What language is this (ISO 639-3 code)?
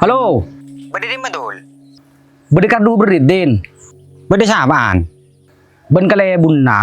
mad